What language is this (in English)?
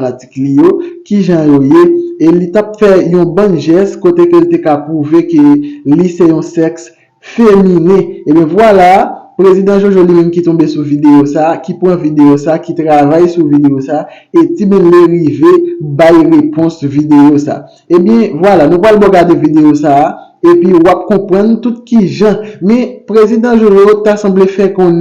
Haitian Creole